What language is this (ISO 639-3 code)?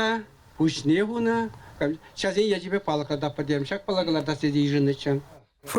chv